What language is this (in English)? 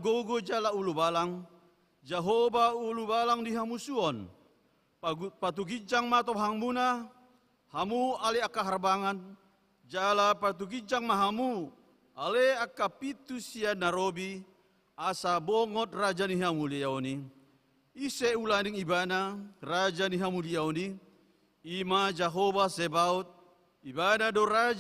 Batak Toba